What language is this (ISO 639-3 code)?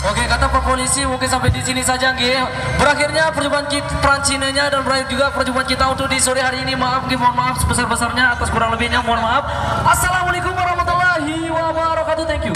sas